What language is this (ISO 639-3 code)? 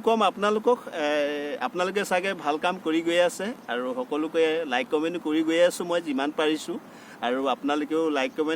asm